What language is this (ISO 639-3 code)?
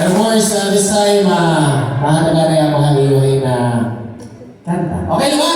war